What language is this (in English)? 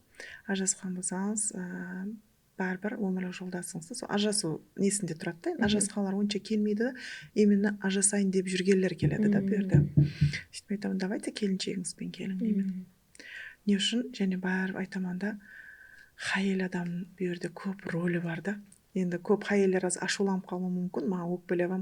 Kara-Kalpak